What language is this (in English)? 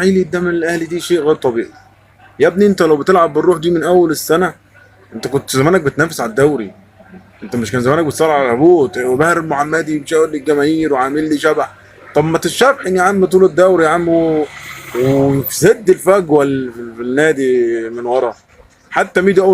Egyptian Arabic